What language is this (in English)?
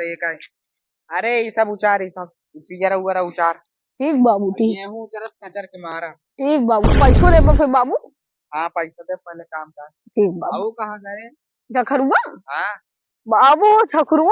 Awadhi